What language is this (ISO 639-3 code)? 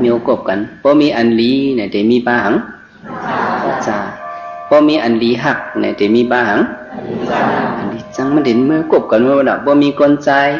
shn